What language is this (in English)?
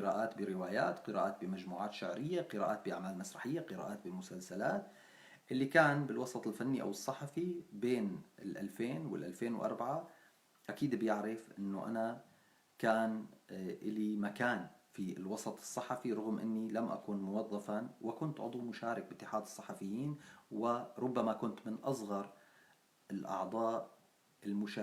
North Levantine Arabic